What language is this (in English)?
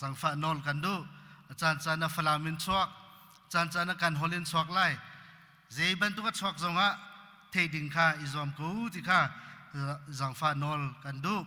Hakha Chin